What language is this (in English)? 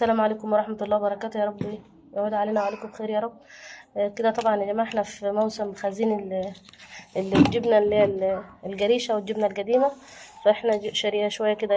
Egyptian Arabic